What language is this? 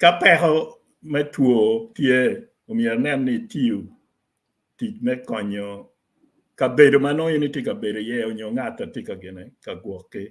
Acoli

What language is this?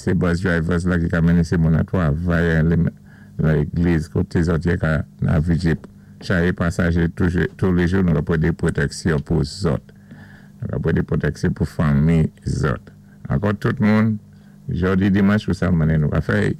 Saint Lucian Creole French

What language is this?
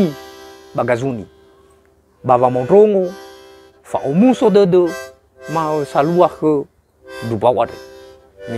Nias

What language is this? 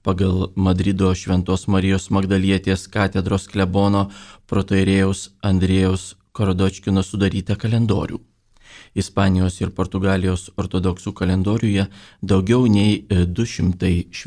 Lithuanian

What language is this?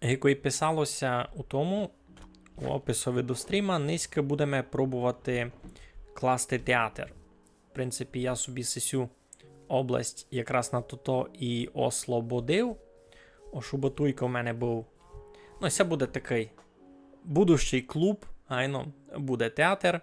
Rusyn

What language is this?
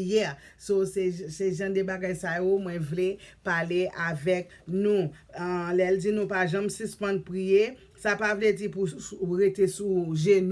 Haitian Creole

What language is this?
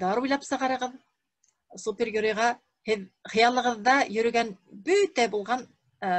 Bashkir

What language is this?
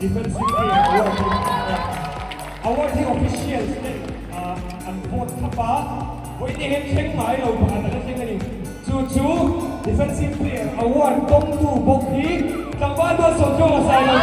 Mizo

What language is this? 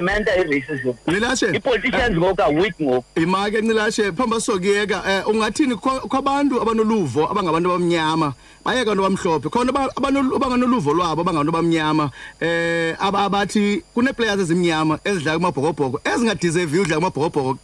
Xhosa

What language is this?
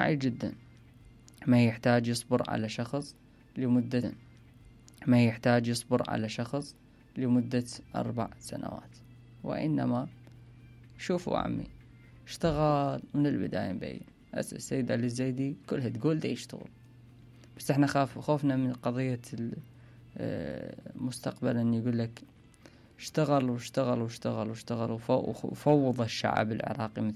Mesopotamian Arabic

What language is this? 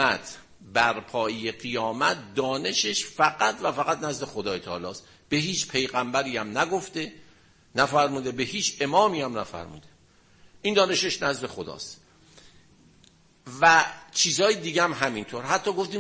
Persian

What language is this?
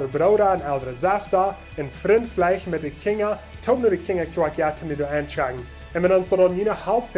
Plautdietsch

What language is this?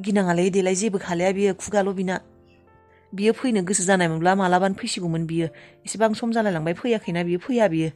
Bodo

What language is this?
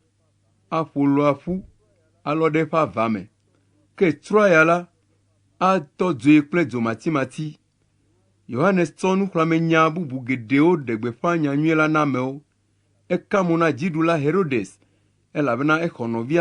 Ewe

